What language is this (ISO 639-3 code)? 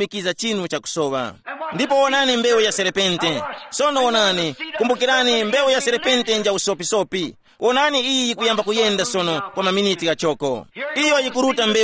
tum